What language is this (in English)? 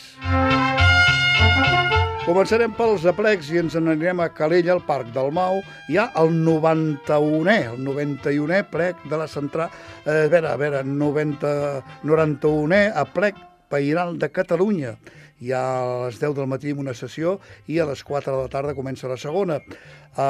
Catalan